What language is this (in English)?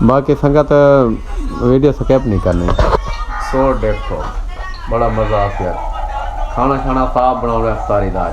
Saraiki